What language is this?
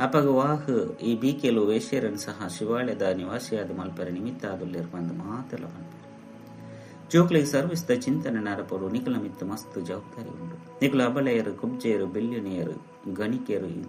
Tulu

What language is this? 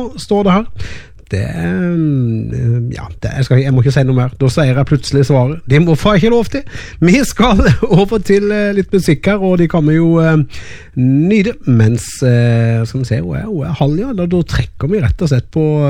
Norwegian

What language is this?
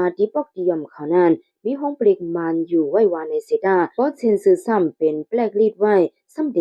Shan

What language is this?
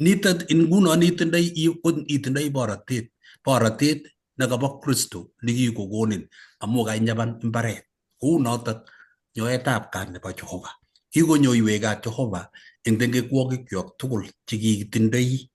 Kalenjin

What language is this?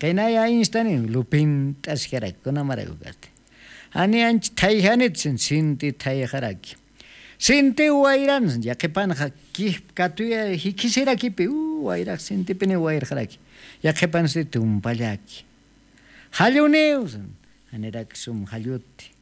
Aymara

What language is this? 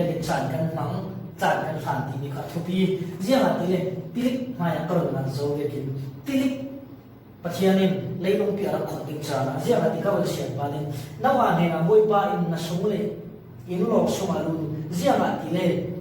Falam Chin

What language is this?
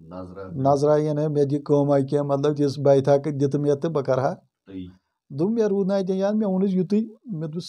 Kashmiri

